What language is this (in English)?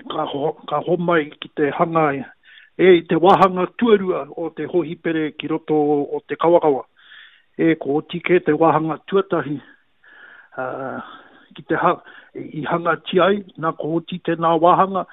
Māori